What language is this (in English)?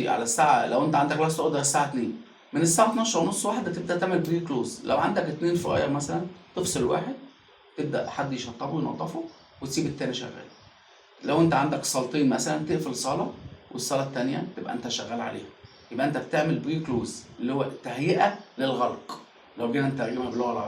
Egyptian Arabic